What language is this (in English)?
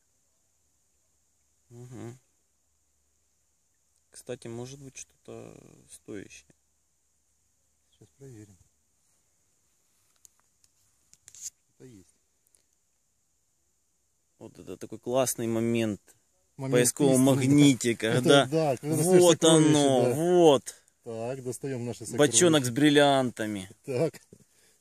Russian